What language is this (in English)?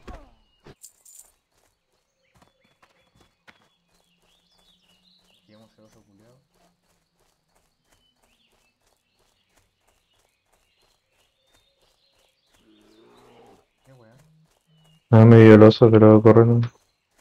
Spanish